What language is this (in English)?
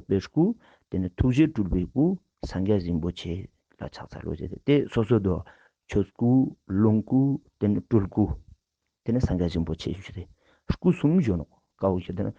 Ladakhi